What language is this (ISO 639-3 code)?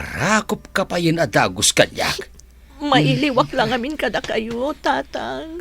ilo